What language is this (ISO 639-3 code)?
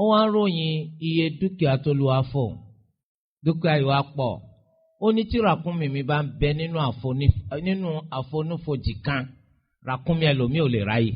yor